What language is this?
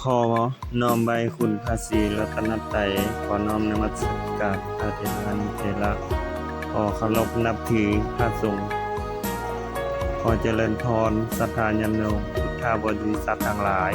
Lao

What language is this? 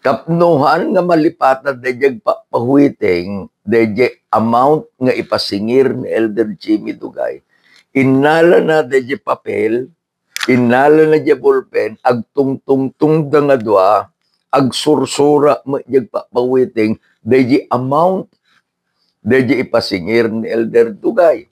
Iloko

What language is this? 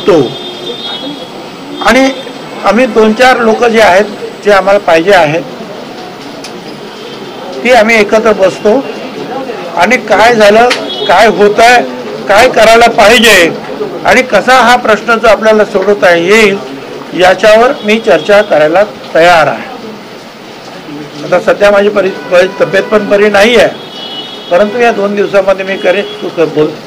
Marathi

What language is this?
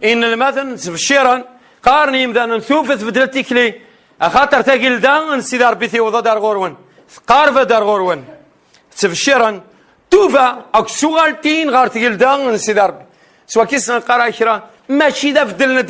Kabyle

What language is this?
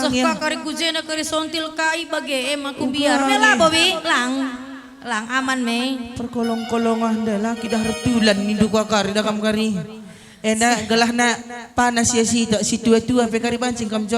Batak Karo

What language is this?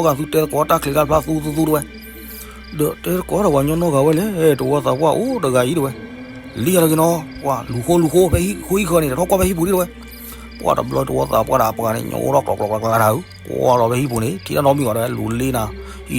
S'gaw Karen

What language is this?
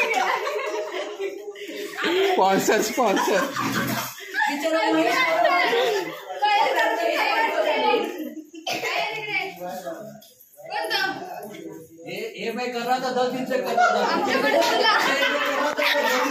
Marathi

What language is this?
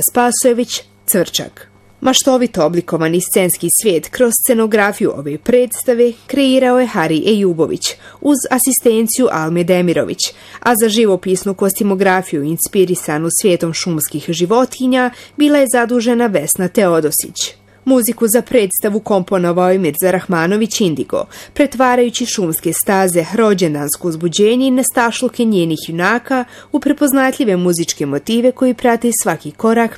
Bosnian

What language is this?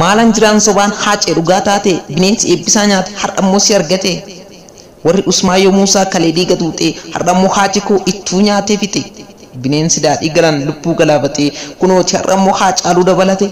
Oromo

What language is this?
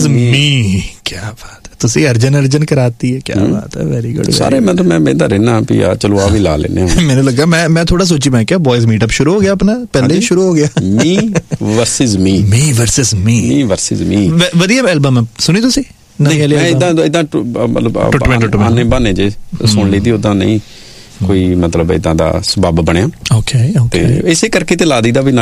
Punjabi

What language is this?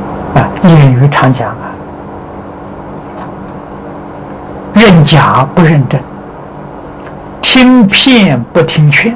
Chinese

